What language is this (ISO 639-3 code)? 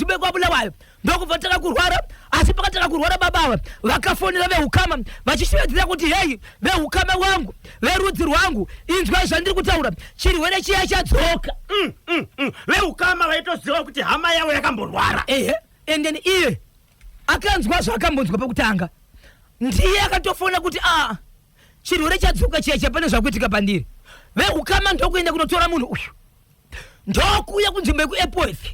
sna